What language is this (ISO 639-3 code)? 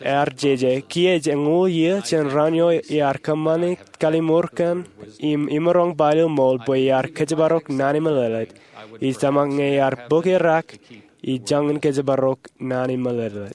mah